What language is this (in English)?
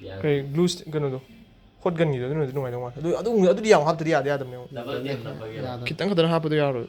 Manipuri